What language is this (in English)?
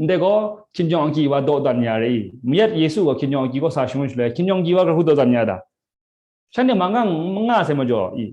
Kachin